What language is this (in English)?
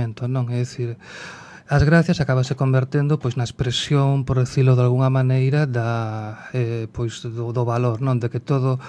Galician